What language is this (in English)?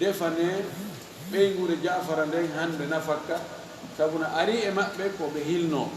Fula